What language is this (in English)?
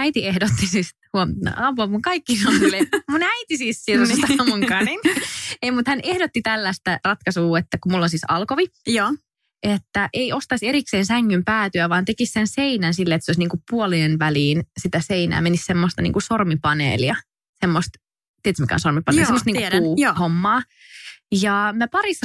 Finnish